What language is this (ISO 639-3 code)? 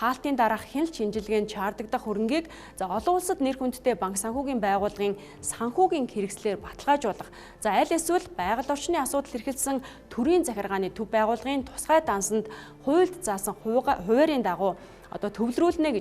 mon